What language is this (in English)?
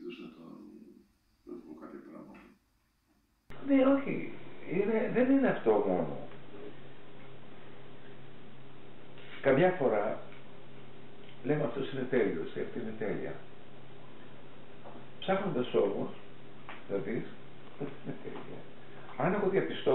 Greek